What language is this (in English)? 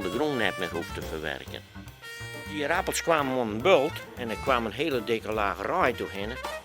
Western Frisian